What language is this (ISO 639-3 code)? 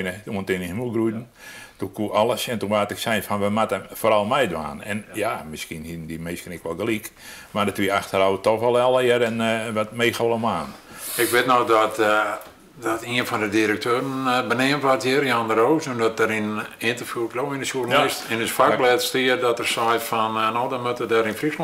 fry